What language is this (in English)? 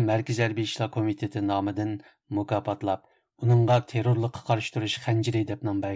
Uyghur